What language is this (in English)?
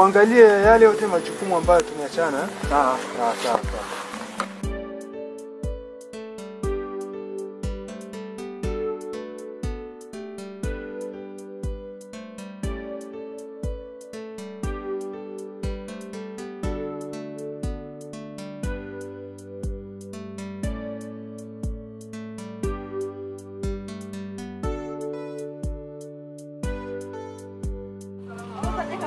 Swahili